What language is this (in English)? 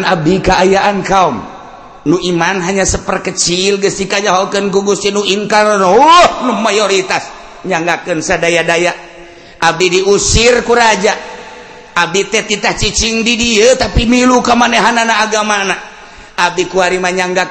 Sundanese